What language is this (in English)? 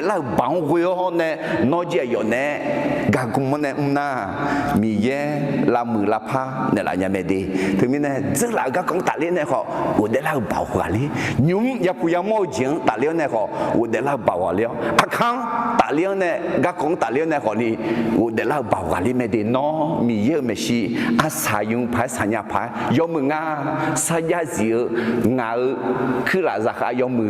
Akha